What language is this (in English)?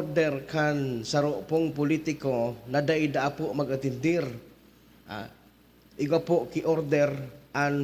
Bikol